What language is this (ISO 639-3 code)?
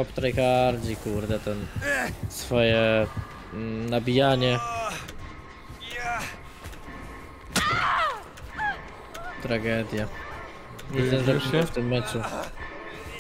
pol